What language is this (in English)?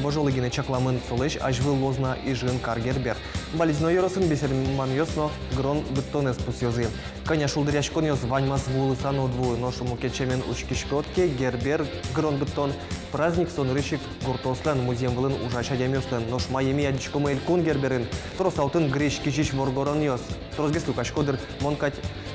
Udmurt